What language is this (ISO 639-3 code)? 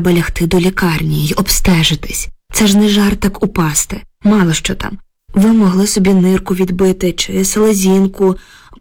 ukr